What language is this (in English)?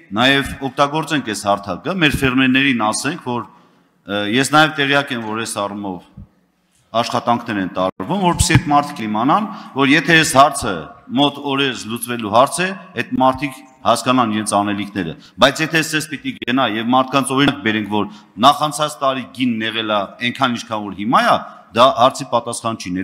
Armenian